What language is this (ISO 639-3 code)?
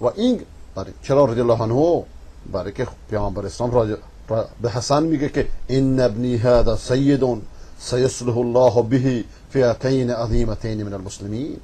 fas